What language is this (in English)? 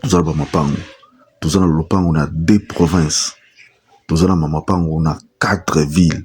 Lingala